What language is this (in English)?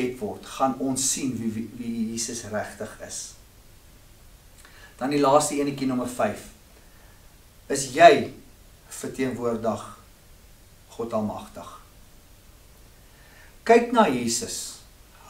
Afrikaans